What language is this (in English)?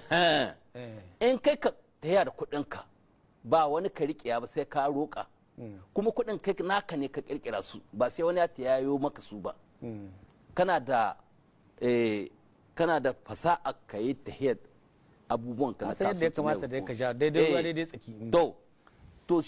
Hausa